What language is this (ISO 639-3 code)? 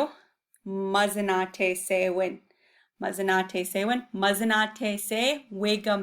ciw